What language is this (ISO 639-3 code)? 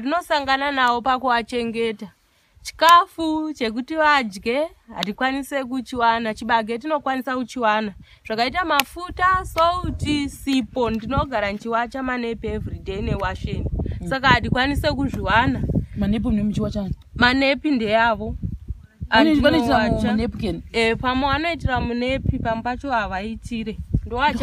sna